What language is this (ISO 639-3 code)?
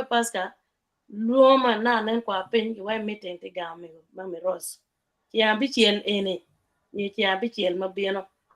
ach